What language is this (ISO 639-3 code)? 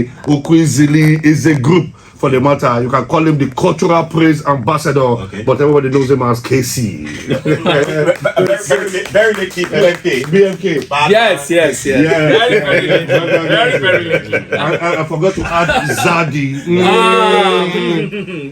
pcm